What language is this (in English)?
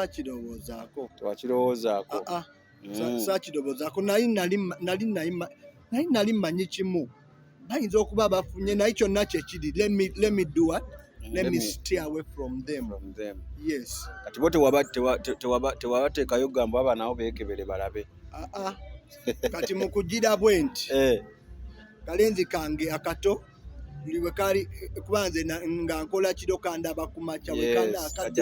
Ganda